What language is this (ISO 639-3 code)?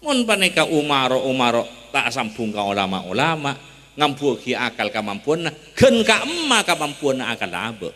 mad